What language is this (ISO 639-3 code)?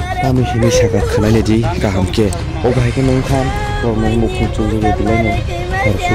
trp